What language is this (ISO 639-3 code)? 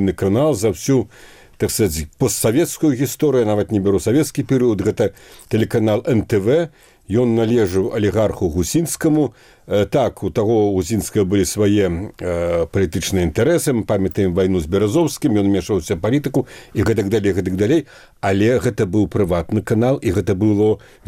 bel